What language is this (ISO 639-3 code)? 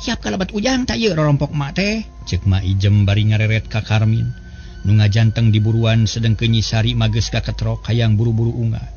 sun